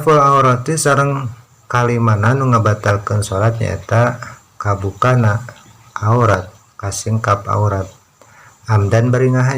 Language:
Sundanese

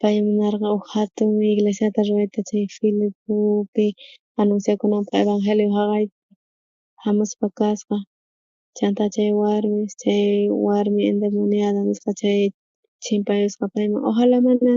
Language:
South Bolivian Quechua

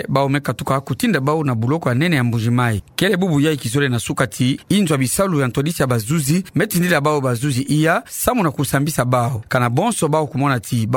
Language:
Kituba (Democratic Republic of Congo)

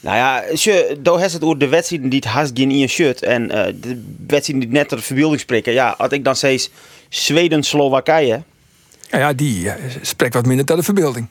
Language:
Western Frisian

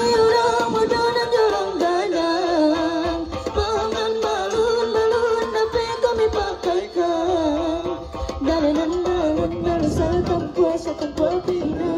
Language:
Minangkabau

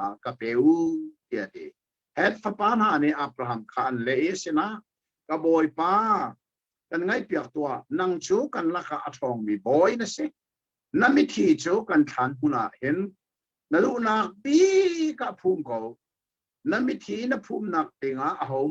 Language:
Hakha Chin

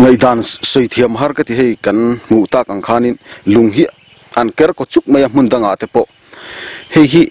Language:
Mizo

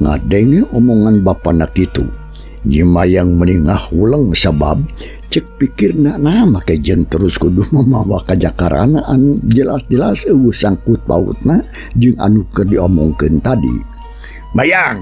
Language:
Sundanese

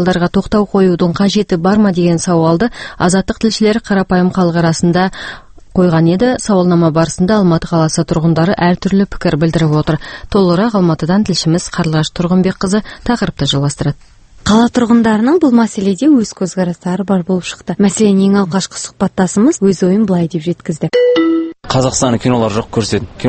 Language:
Kazakh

